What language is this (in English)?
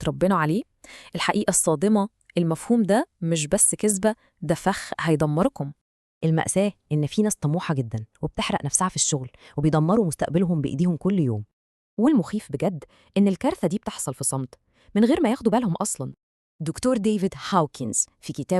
Egyptian Arabic